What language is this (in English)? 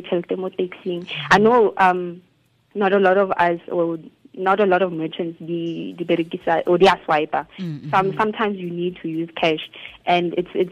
Tswana